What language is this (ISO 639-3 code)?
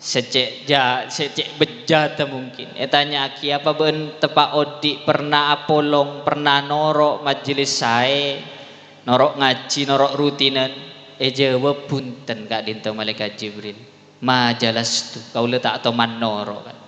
mad